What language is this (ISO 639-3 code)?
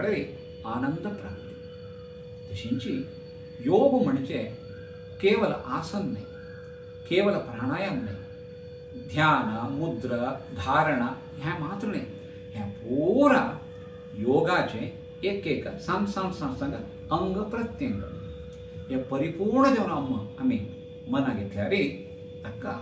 kok